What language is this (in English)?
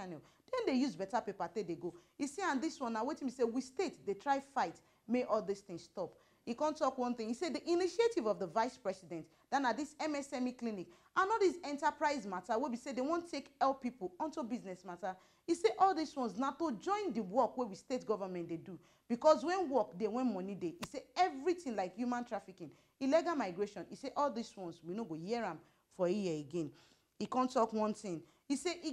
Nigerian Pidgin